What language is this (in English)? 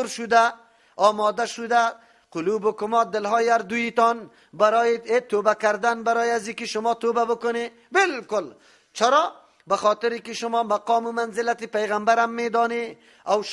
Persian